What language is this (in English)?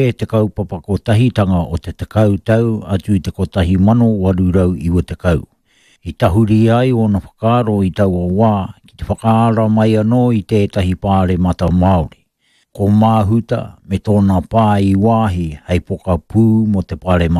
Māori